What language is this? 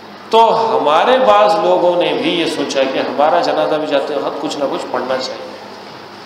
Urdu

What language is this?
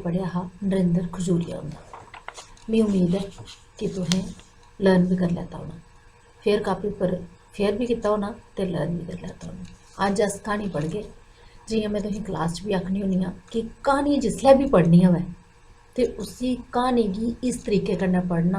Dogri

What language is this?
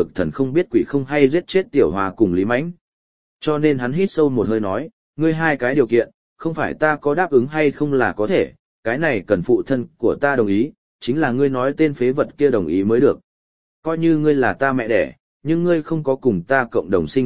Vietnamese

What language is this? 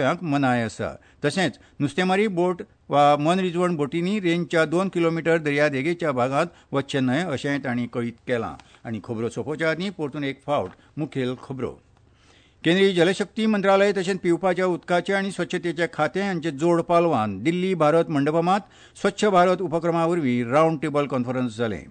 Konkani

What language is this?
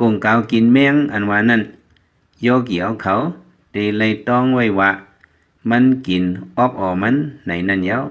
Lao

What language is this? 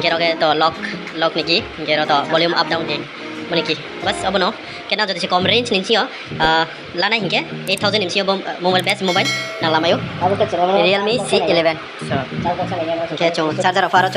Riang (India)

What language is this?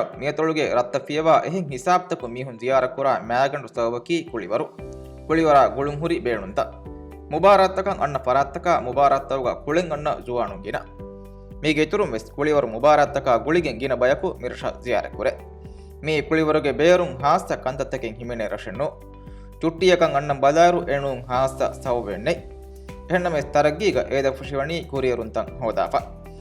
Divehi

